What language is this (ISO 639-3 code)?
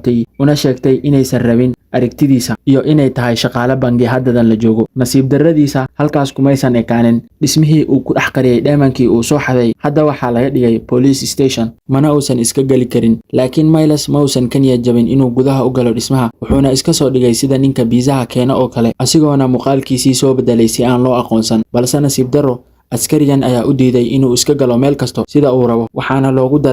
som